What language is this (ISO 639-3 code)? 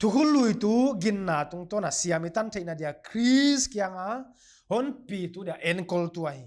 pck